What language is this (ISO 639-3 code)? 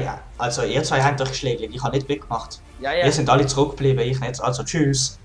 gsw